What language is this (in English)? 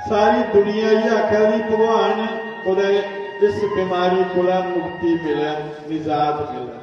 Dogri